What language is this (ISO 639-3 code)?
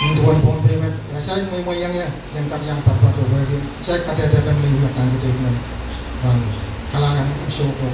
pon